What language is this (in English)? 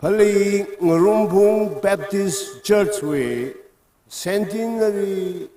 Tangkhul Naga (India)